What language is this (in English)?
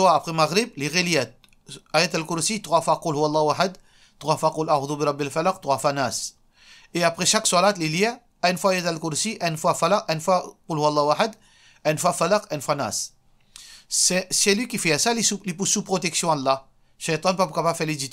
Morisyen